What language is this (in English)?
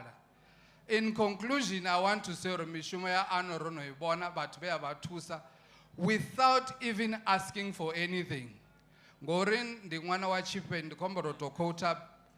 Venda